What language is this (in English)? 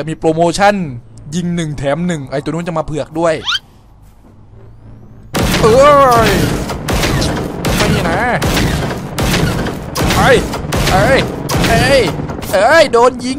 Thai